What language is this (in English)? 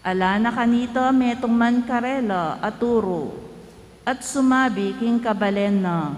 Pampanga